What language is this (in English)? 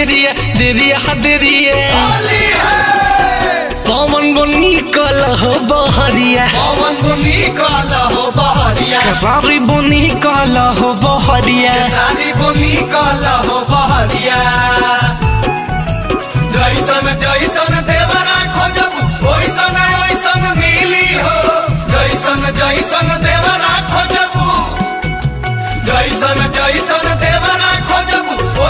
Bhojpuri